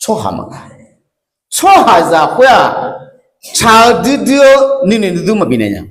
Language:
Akha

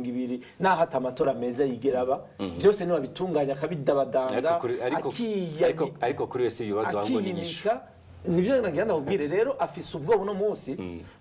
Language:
Rundi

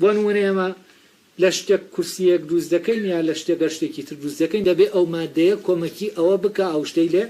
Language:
Central Kurdish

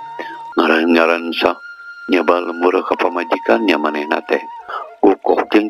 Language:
Sundanese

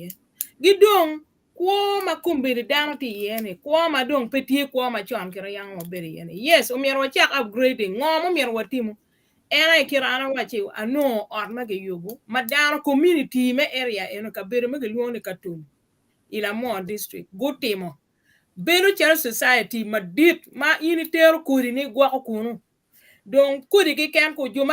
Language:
Acoli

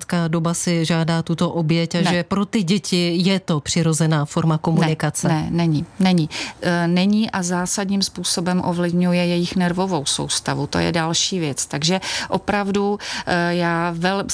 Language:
Czech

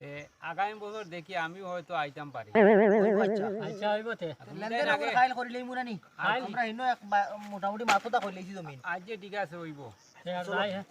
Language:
Sylheti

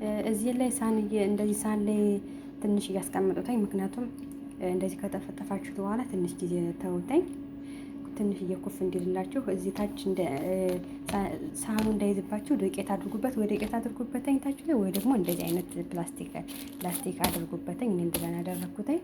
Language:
Amharic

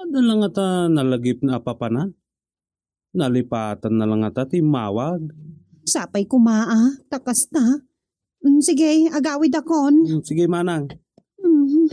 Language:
Iloko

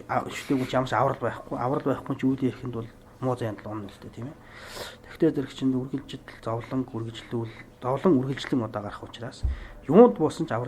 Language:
Mongolian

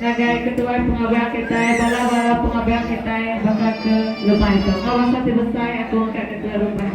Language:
Iban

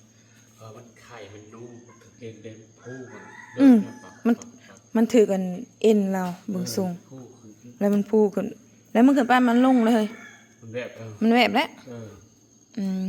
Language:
Northeastern Thai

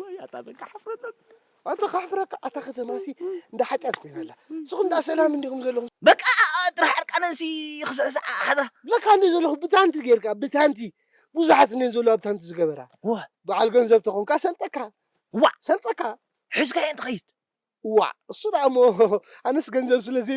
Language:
Tigrinya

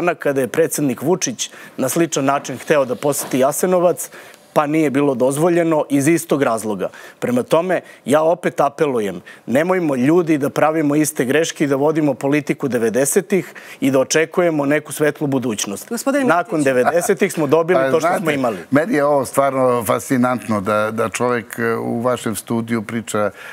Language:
Serbian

